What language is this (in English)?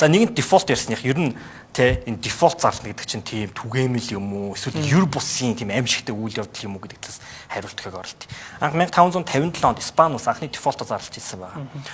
Mongolian